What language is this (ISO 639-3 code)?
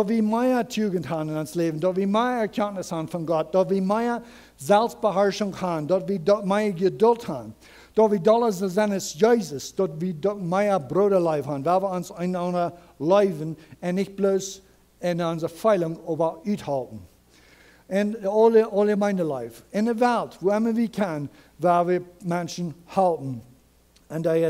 pdt